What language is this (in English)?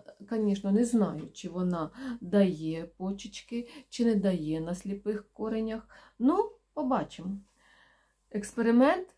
Ukrainian